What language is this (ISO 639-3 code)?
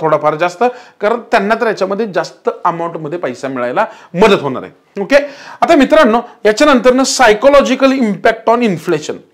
mar